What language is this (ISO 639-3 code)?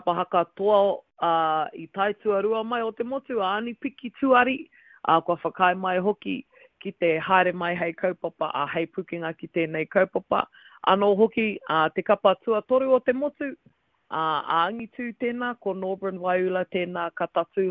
mri